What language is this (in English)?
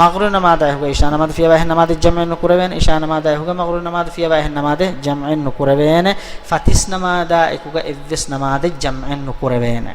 Divehi